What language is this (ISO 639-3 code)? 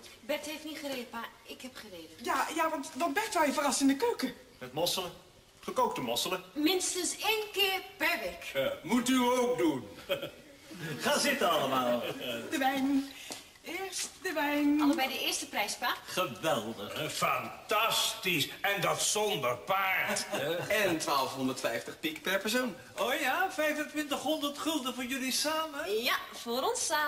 nld